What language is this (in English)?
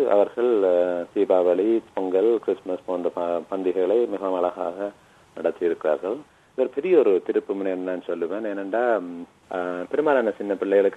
Tamil